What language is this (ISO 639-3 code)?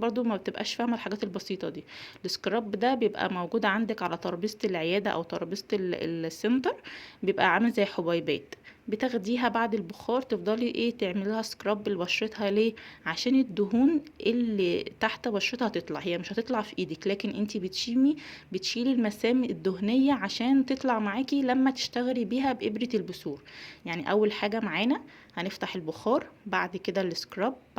arz